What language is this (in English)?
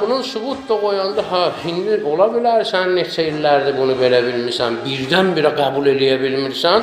Azerbaijani